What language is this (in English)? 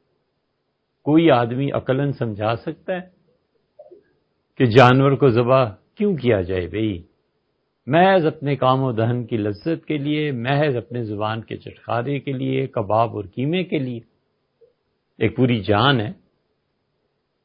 Urdu